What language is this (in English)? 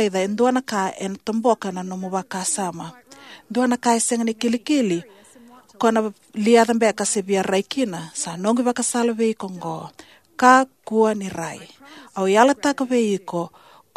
Fijian